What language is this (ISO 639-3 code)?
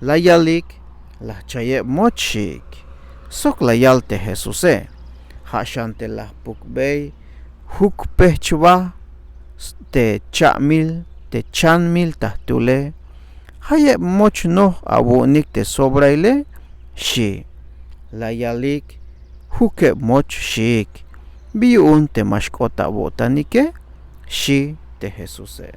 tzh